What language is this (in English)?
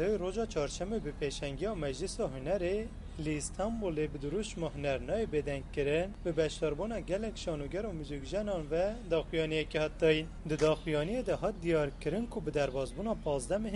Kurdish